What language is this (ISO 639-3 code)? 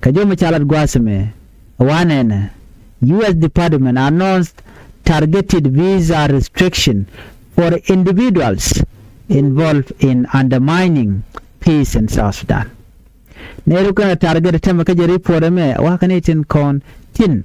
nus